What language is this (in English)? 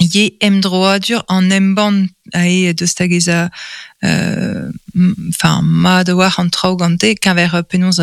Breton